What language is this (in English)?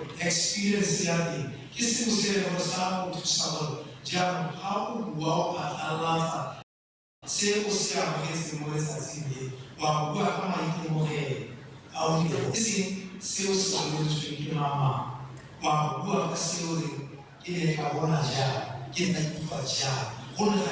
Tswana